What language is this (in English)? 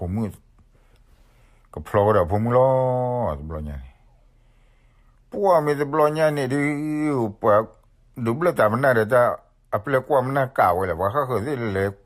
S'gaw Karen